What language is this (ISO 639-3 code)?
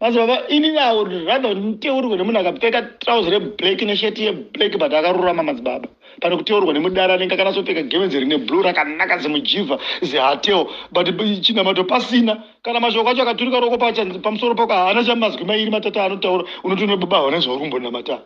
sna